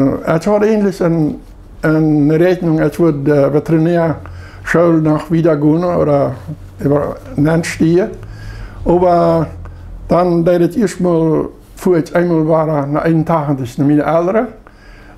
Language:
Plautdietsch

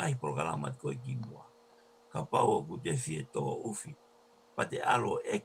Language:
Tongan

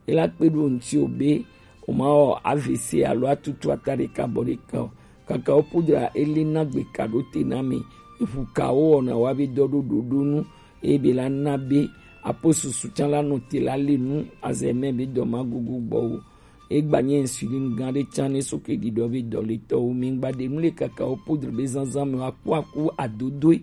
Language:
Gen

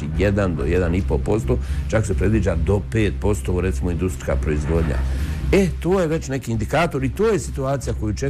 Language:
Bosnian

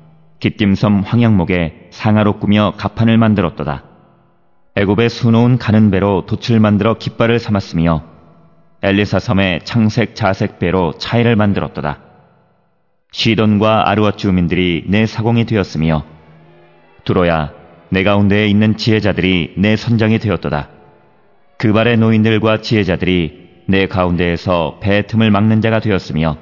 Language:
Korean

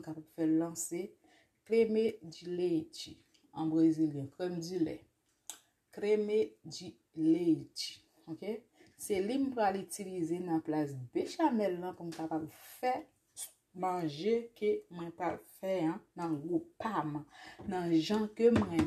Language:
Haitian Creole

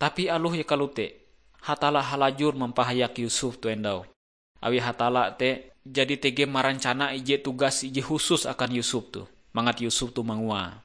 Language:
Ngaju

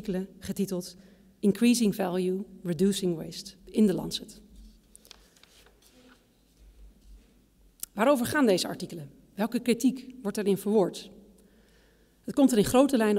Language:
Dutch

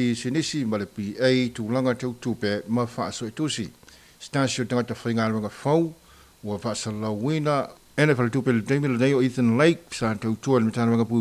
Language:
Samoan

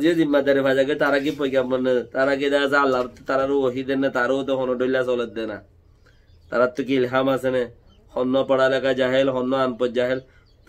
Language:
Rohingya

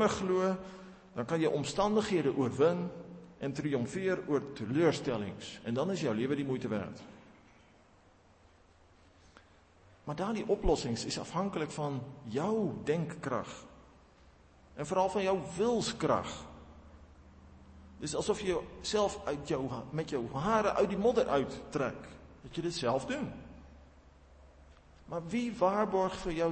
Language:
Afrikaans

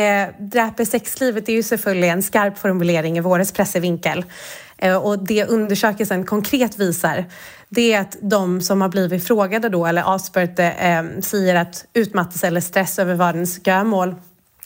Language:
Danish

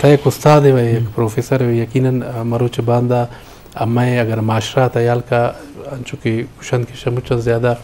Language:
Eastern Balochi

